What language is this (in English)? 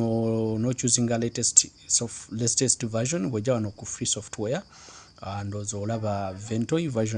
Ganda